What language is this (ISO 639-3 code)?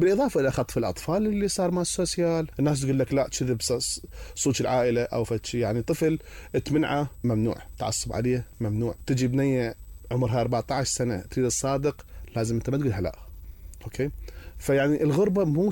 acm